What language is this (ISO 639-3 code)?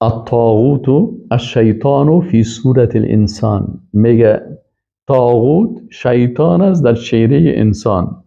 fas